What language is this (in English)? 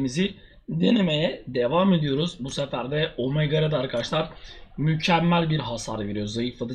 Turkish